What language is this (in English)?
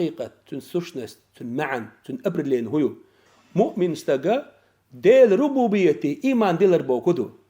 Chechen